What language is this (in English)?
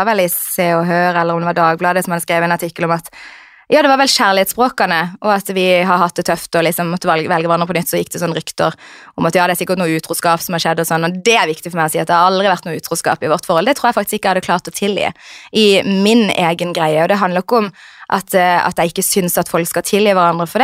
Norwegian